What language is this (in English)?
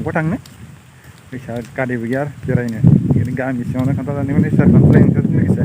Bodo